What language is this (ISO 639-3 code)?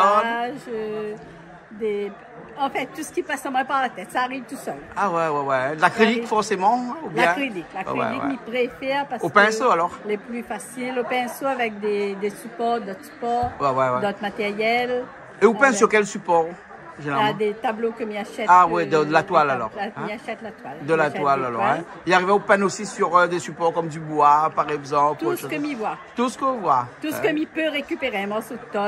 rcf